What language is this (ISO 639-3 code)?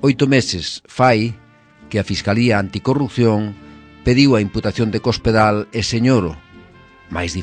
glg